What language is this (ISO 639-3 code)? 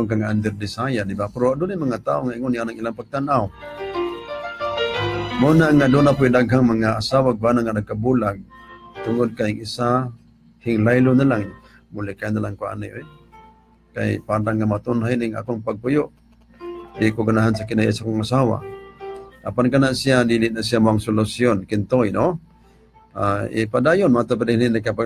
ceb